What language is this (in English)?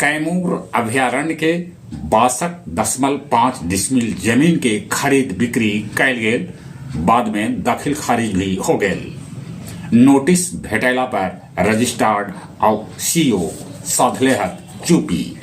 Magahi